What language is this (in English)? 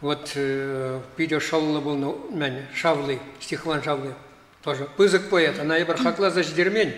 Chuvash